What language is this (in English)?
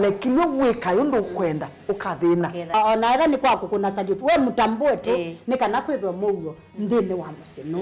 Kamba